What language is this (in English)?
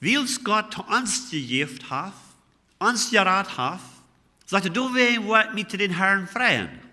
Plautdietsch